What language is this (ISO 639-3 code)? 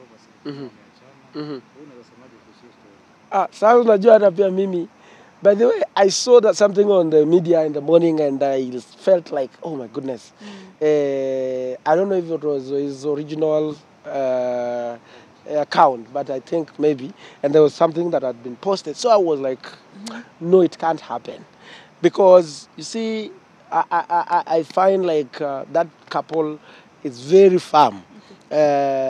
swa